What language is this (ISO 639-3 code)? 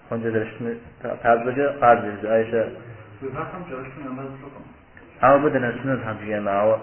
kbd